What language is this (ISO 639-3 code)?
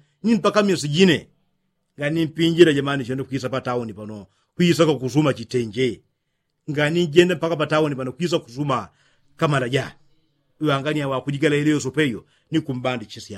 yao